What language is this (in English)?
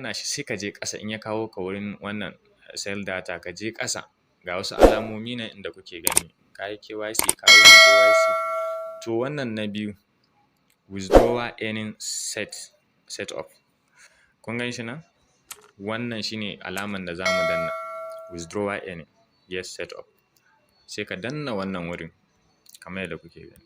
Hausa